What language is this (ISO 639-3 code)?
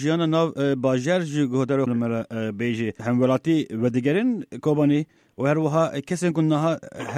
kur